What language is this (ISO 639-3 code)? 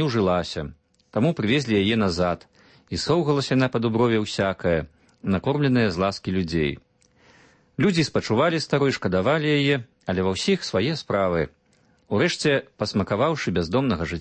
bel